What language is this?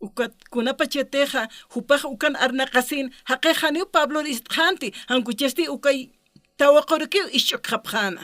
Aymara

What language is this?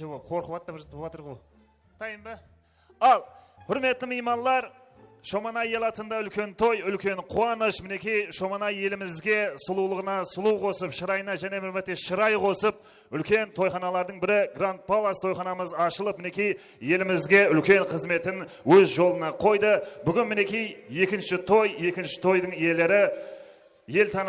Kara-Kalpak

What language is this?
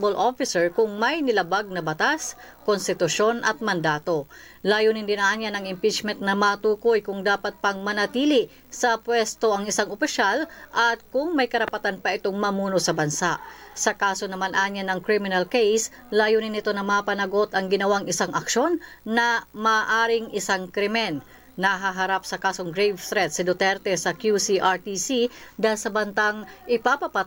Filipino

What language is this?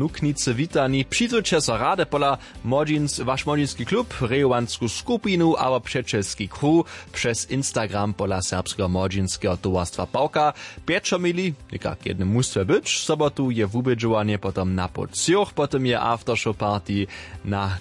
Upper Sorbian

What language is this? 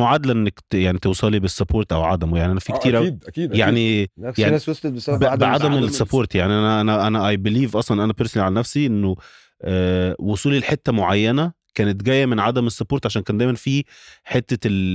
Egyptian Arabic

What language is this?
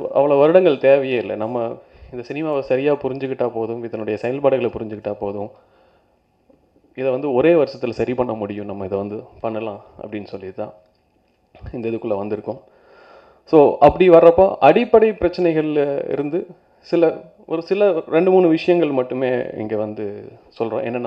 Tamil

